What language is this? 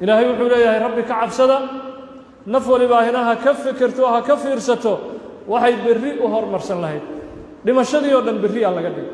Somali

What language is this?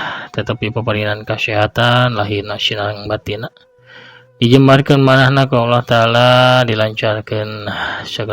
Sundanese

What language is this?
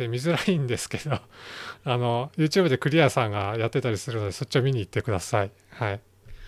Japanese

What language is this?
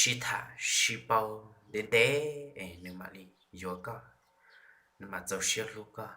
Hmong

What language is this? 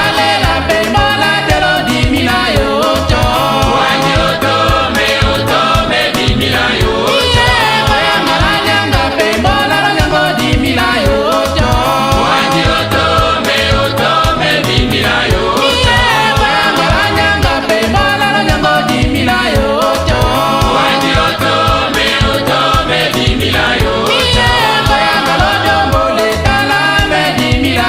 Tetela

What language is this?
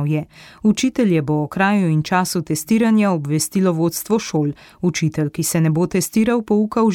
Slovenian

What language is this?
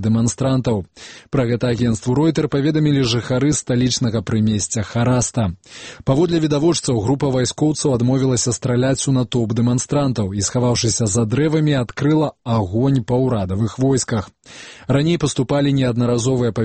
Belarusian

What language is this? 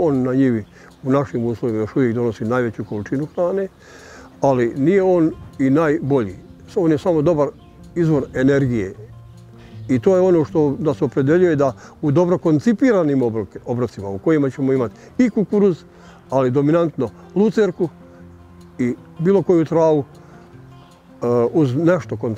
Bosnian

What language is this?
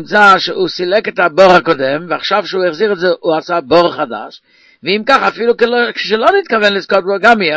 Hebrew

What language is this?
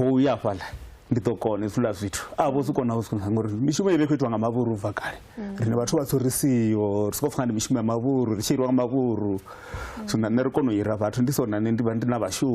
Venda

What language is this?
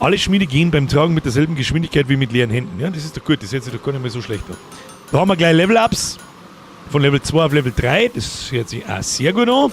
Bavarian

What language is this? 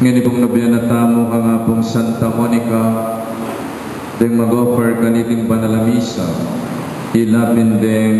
Pampanga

